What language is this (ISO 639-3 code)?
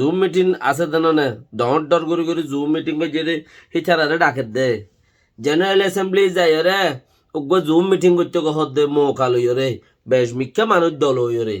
rhg